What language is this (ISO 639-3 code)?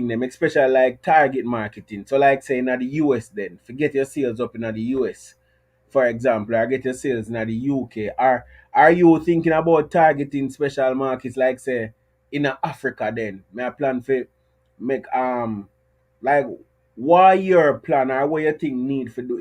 jam